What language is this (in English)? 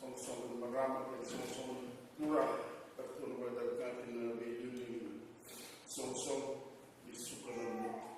Fijian